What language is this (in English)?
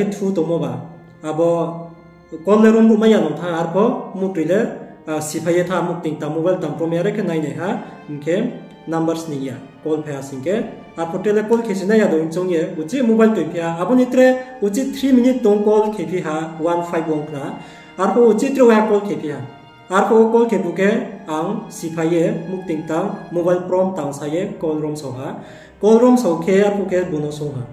Riang (India)